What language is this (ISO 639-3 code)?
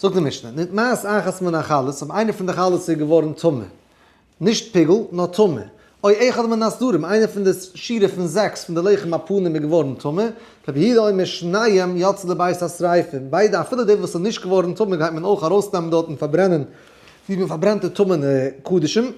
yid